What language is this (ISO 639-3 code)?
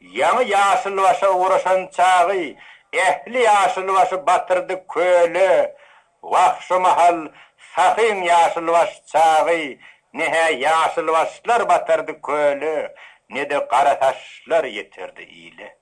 tuk